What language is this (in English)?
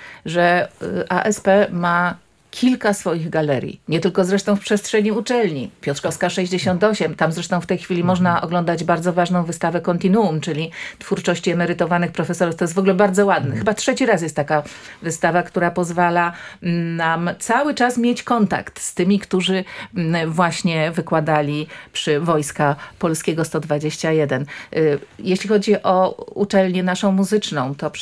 Polish